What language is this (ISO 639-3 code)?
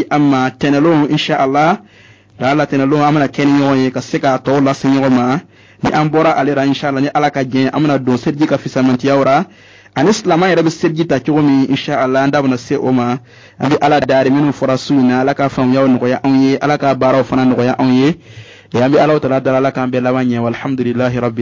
bam